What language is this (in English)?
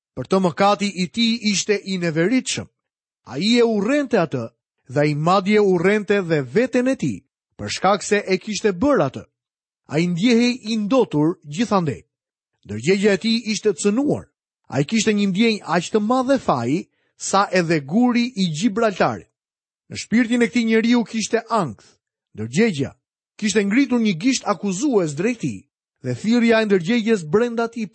Albanian